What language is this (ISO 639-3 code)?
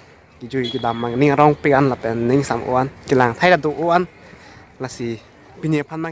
mjw